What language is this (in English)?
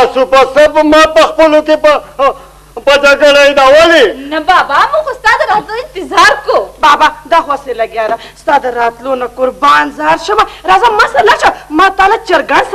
Pashto